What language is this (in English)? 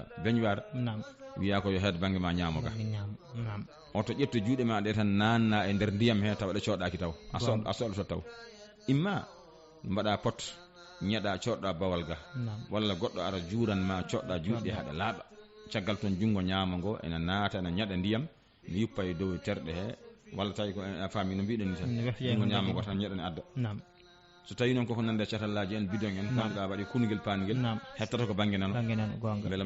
Fula